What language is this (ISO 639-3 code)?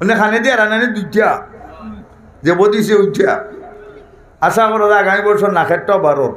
syl